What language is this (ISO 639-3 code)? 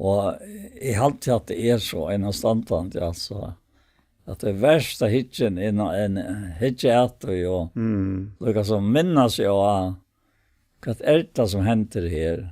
fao